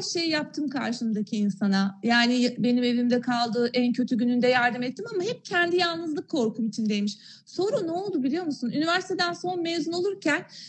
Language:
Turkish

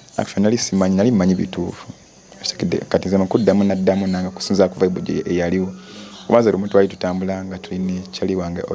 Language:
Ganda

